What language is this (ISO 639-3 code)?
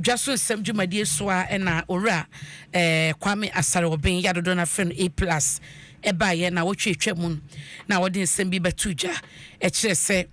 aka